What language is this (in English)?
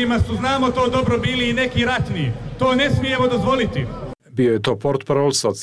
Bosnian